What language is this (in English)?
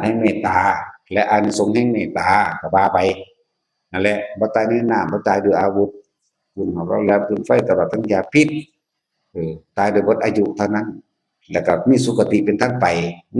Northeastern Thai